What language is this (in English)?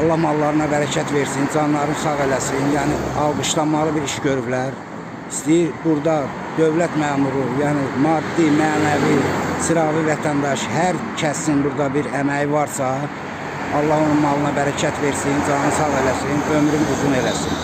Azerbaijani